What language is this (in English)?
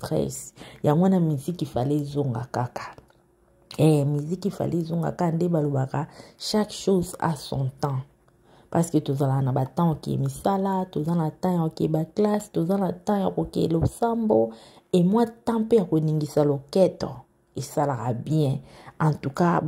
Lingala